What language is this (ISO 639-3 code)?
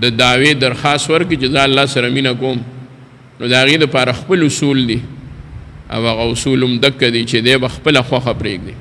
pus